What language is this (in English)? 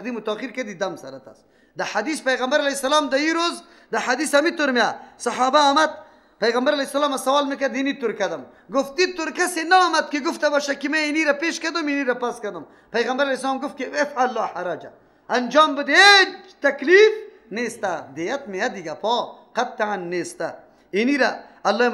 Persian